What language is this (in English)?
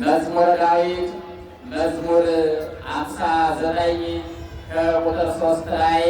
Amharic